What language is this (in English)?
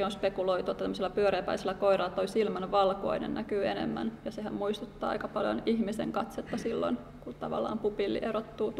Finnish